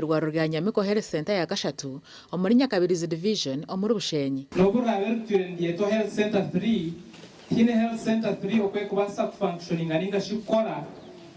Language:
Nyankole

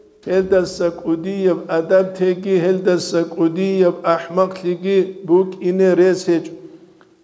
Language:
Avaric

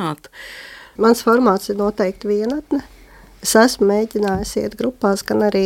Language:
Latvian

